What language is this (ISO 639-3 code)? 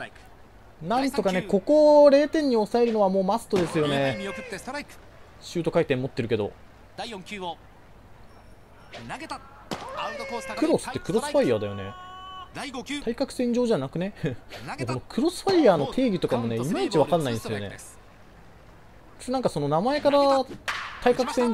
jpn